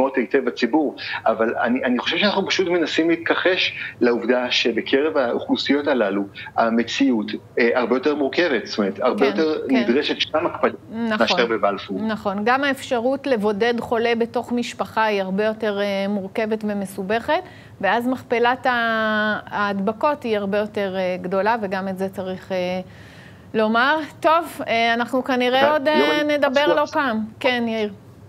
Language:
Hebrew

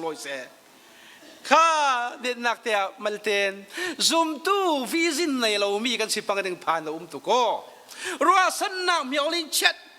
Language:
Falam Chin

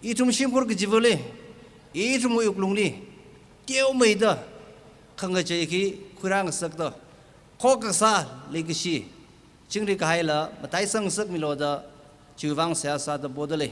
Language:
Tangkhul Naga (India)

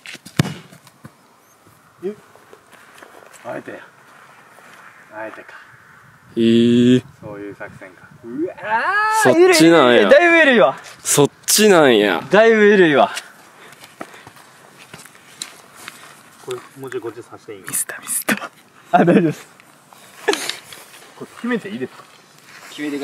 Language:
Japanese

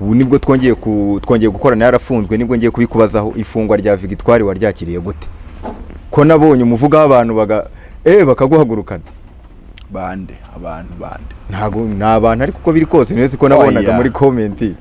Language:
Kinyarwanda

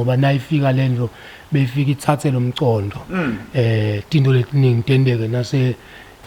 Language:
Zulu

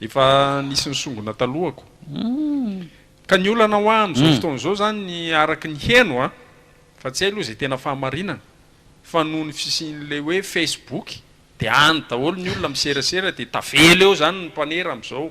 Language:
Malagasy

